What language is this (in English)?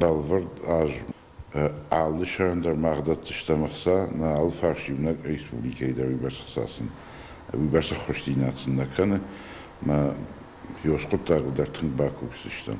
Ossetic